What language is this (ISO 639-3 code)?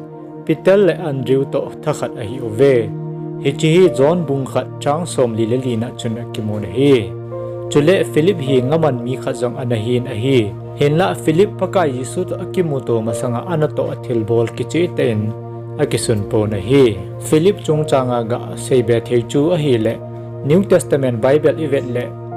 tcz